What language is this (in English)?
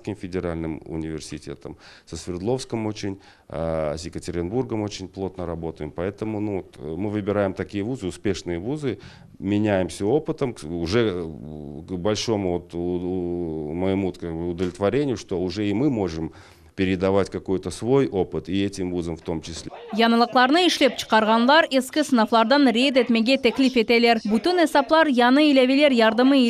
Crimean Tatar